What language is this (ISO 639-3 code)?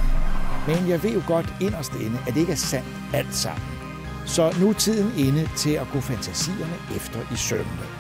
dan